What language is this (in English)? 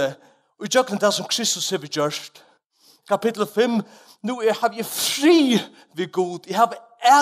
Faroese